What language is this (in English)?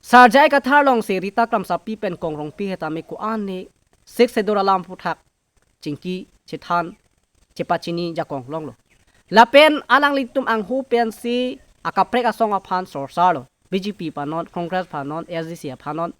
Karbi